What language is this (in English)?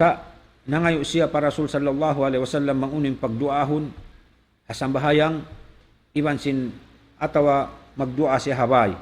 Tausug